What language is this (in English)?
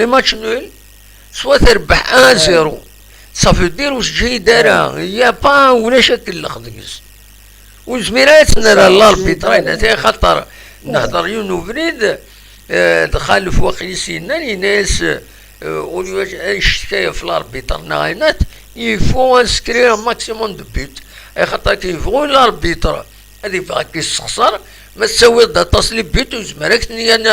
Kabyle